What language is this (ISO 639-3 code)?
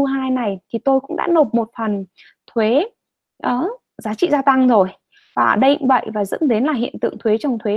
vie